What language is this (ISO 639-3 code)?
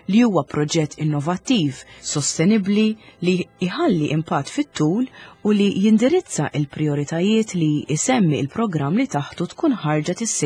mlt